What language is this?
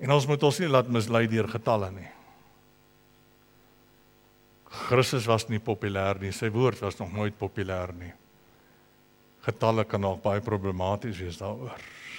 Afrikaans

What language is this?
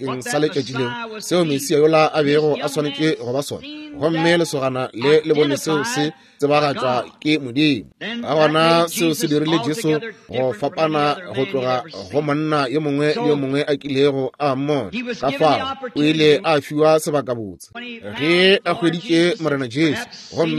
Northern Sotho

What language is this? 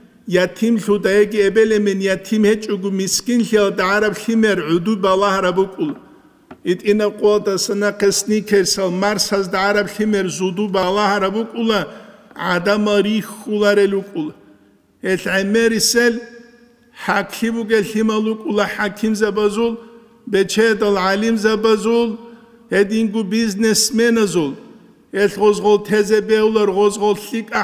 Avaric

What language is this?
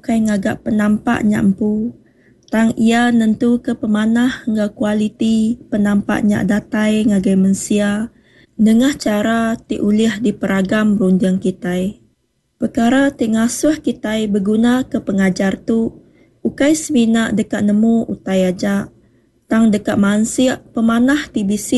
Iban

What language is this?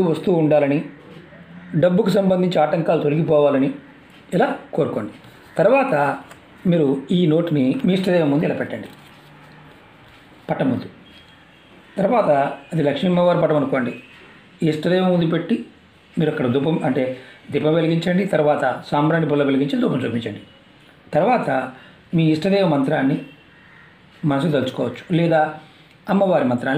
Telugu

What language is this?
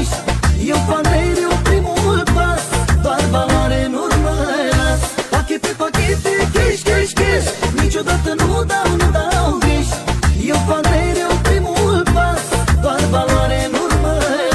Romanian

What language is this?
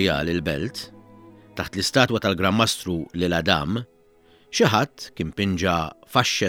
Maltese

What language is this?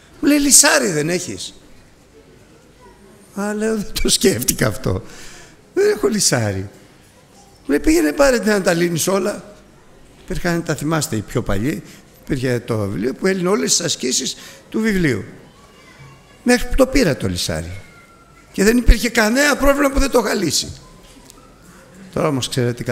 Greek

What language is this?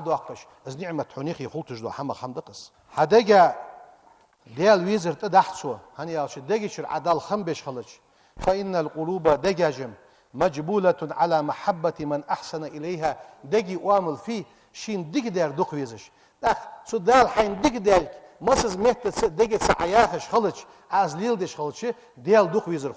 Ingush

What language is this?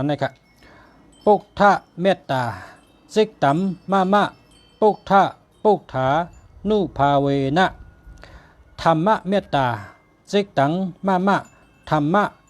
Shan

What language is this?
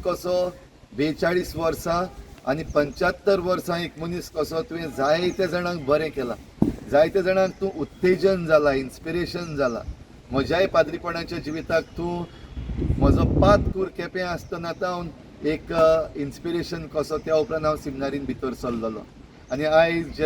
Konkani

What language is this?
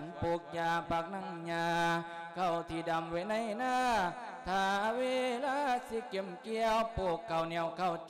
Lao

